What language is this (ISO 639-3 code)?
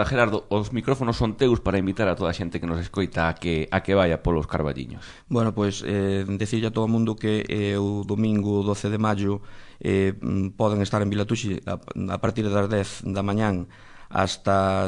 glg